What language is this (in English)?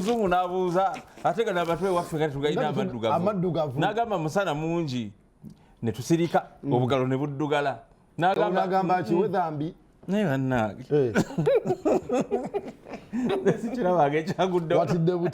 Ganda